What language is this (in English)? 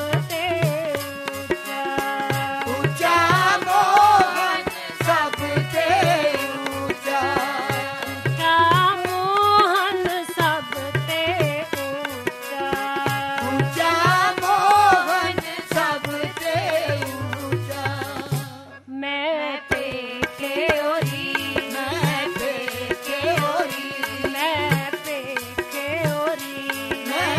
Punjabi